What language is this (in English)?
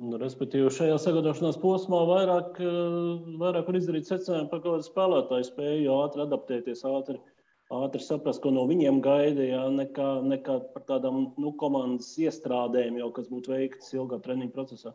Latvian